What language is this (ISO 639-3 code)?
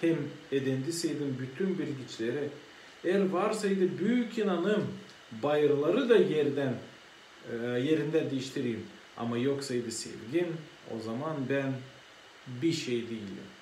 gag